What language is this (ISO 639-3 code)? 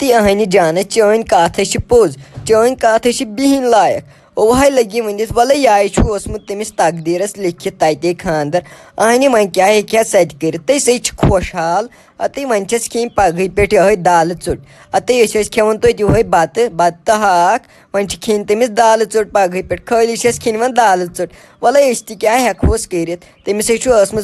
kas